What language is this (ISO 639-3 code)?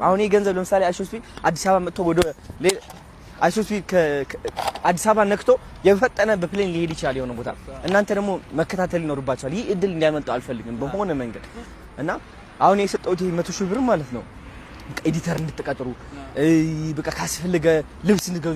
amh